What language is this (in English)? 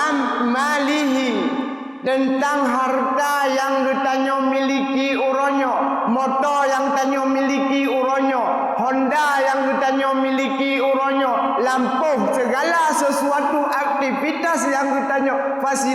Achinese